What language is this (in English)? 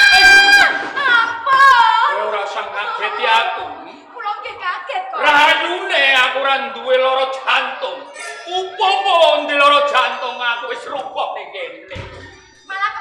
Javanese